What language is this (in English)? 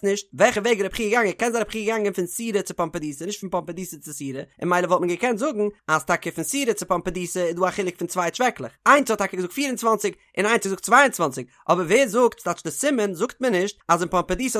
Yiddish